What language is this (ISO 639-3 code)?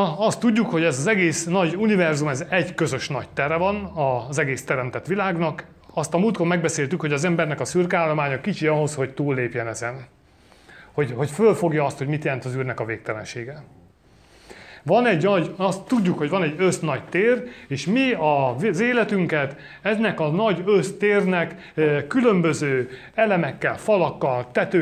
hun